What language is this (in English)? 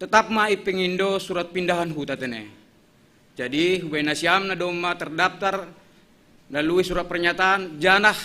Batak Simalungun